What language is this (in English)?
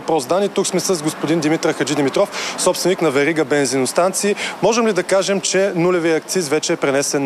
Bulgarian